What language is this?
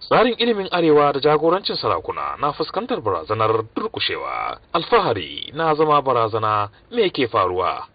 Hausa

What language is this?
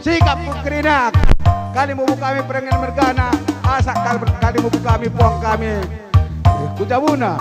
Batak Karo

